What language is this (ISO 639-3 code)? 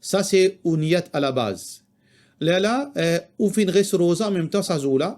mfe